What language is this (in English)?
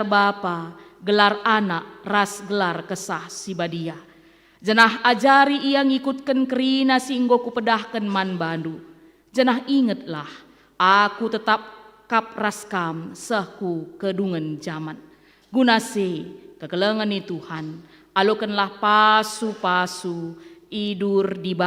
Batak Karo